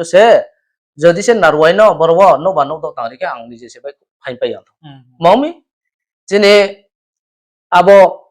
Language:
Riang (India)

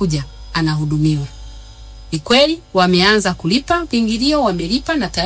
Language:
Swahili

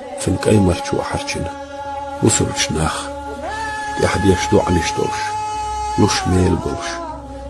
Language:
Chechen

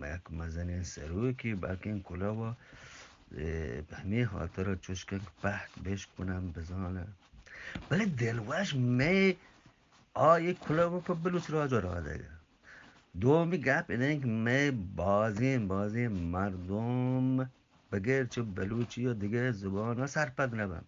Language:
Eastern Balochi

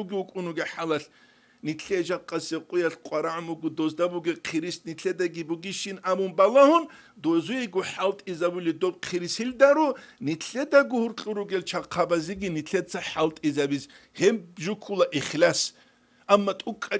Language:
Avaric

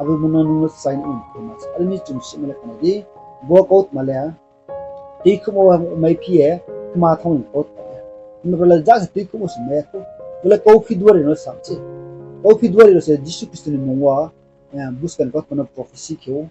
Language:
Riang (India)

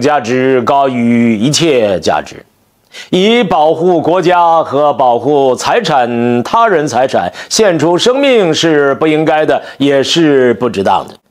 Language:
Chinese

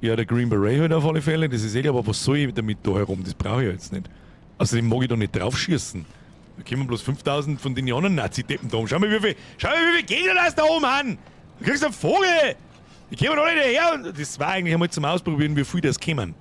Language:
Bavarian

